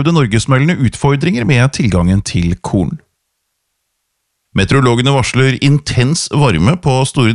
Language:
Norwegian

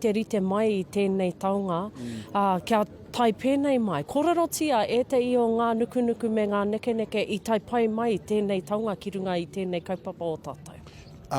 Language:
Māori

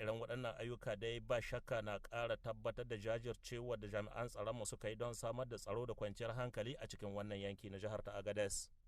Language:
Hausa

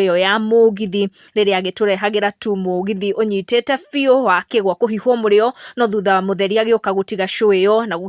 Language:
Kikuyu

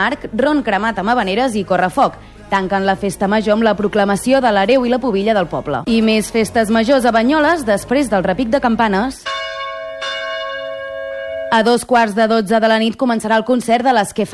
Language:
Catalan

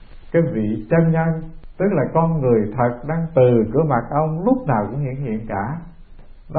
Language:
Vietnamese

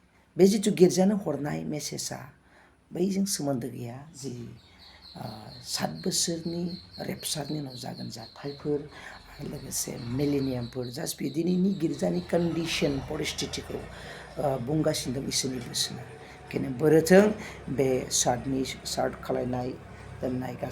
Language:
Bodo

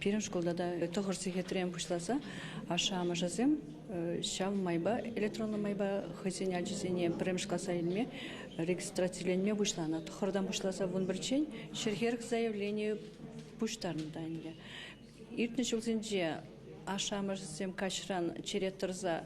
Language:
Chuvash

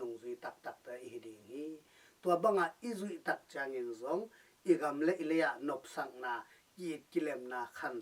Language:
Tedim Chin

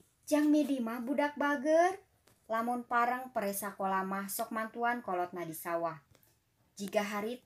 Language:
Sundanese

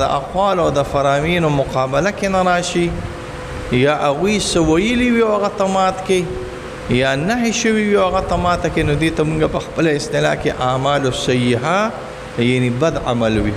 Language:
Pashto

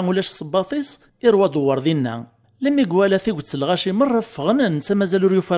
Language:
Kabyle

